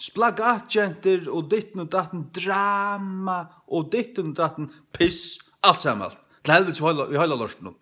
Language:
Faroese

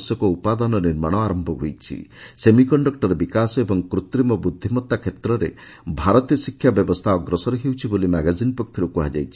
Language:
Odia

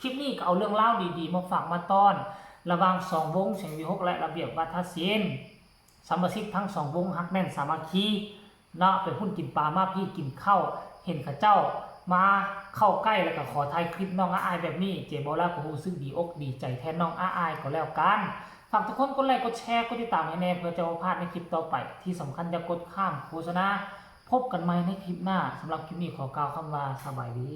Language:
Northeastern Thai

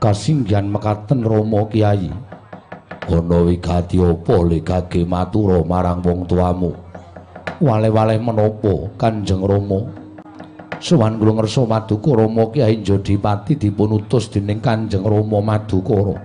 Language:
Javanese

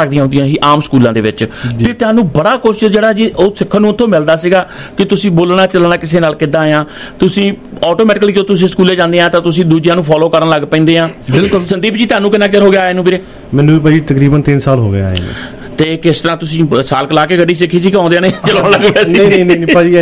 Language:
Punjabi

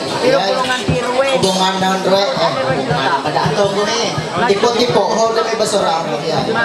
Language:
Ma'anyan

